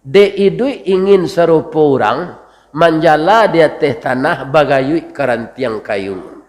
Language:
Minangkabau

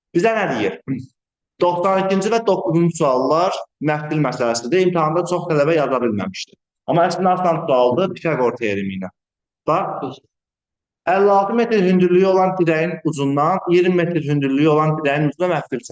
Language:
Azerbaijani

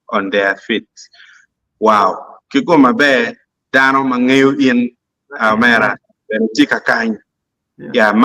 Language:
Acoli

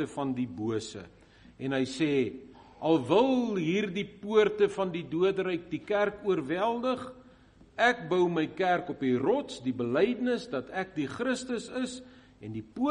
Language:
Afrikaans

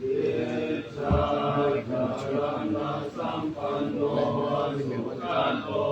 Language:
Pali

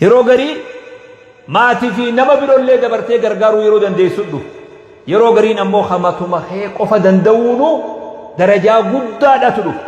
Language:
Oromo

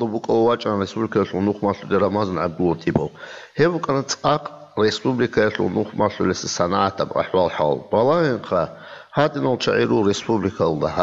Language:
Avaric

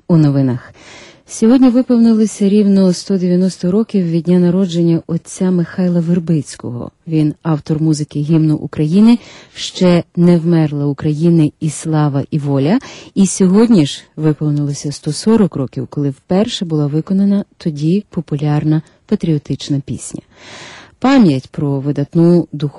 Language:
Ukrainian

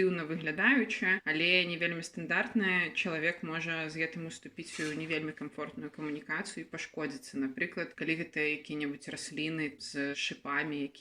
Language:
Belarusian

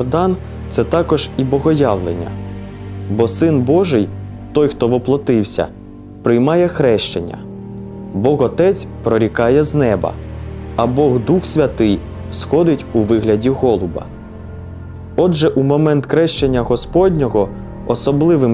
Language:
Ukrainian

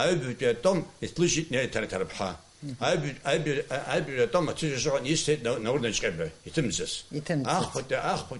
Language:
Abkhazian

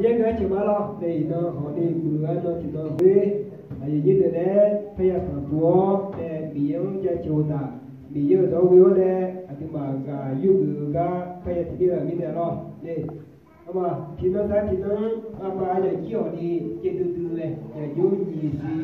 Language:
Akha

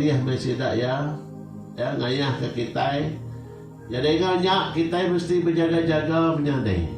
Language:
Iban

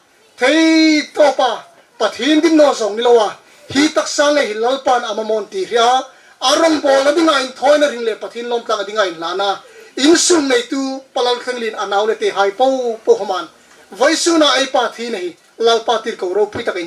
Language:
Hmar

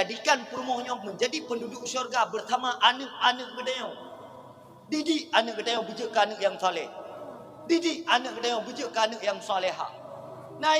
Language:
Achinese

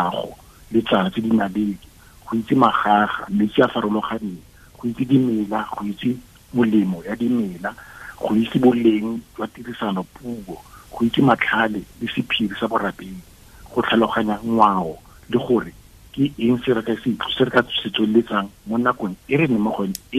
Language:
Tswana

